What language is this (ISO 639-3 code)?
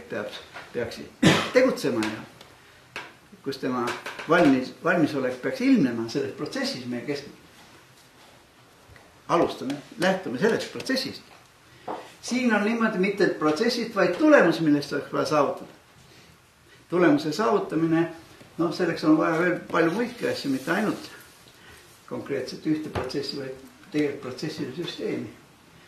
est